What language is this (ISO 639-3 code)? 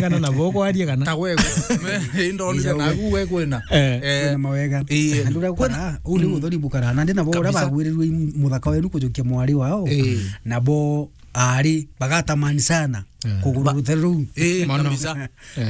mer